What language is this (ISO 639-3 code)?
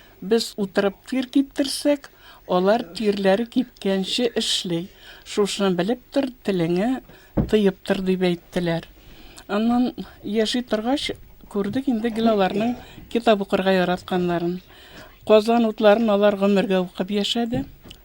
tat